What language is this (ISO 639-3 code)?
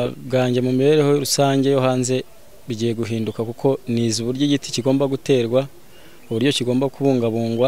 kin